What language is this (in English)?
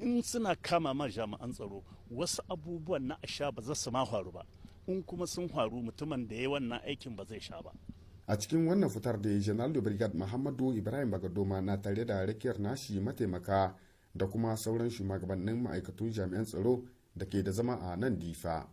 Hausa